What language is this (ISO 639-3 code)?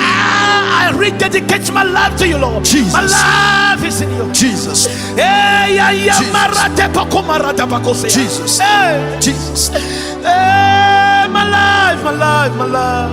ewe